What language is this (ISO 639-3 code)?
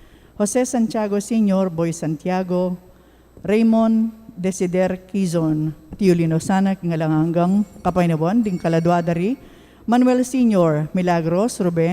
pam